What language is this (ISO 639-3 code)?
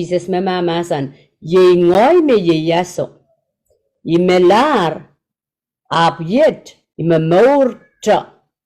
pon